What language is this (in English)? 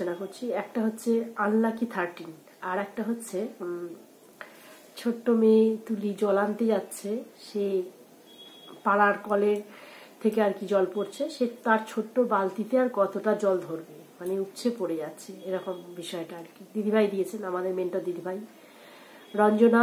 Bangla